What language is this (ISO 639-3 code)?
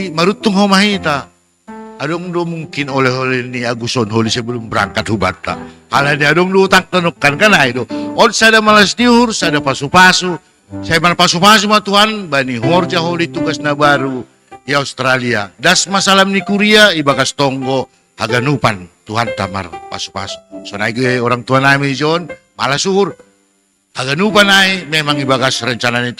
bts